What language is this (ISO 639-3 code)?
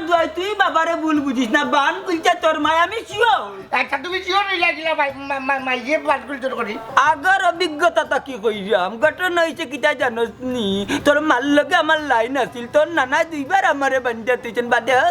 syl